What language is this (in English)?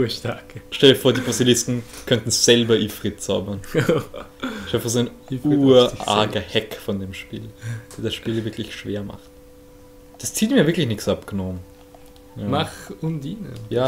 German